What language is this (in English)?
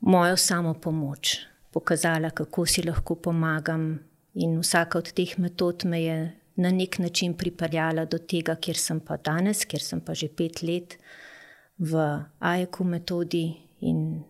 Slovenian